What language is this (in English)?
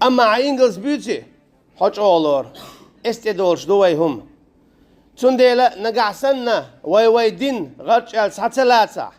Chechen